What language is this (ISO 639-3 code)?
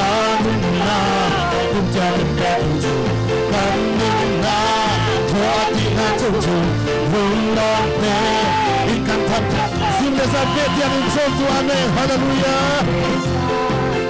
cnh